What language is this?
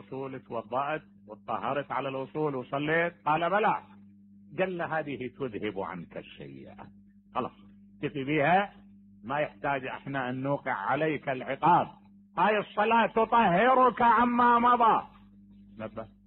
Mesopotamian Arabic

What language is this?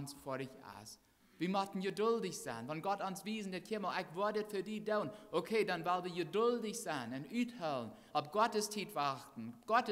Plautdietsch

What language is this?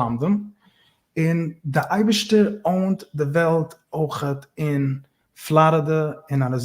Yiddish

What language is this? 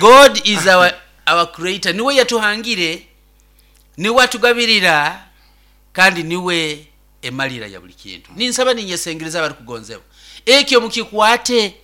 Nyoro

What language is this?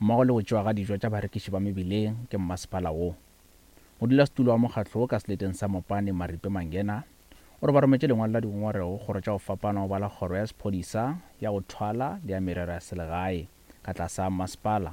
Northern Sotho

